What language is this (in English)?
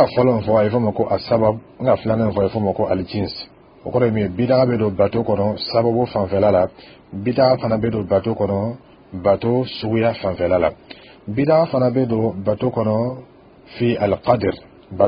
Dyula